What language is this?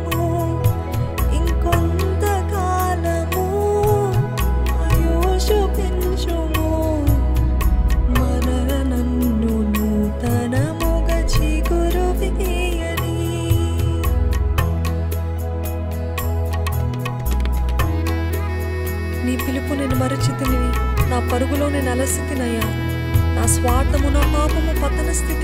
Telugu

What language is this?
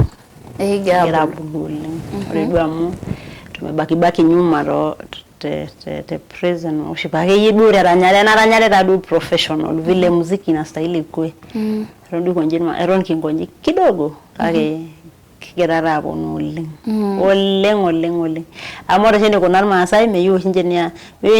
Masai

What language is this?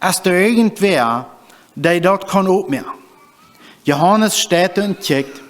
Plautdietsch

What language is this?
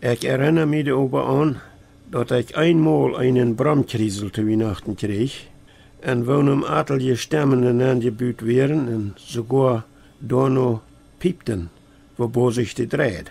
Plautdietsch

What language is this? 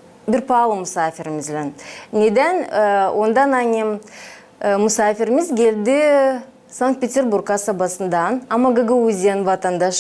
Gagauz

